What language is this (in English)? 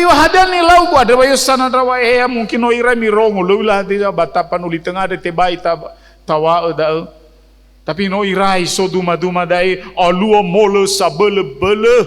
Nias